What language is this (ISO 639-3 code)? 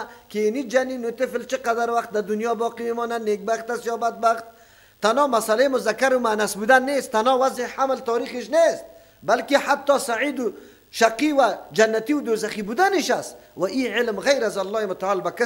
fas